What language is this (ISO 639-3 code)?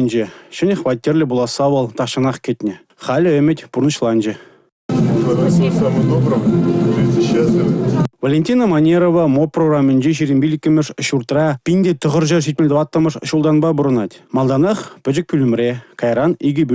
chv